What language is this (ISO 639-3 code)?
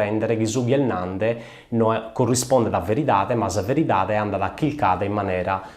srd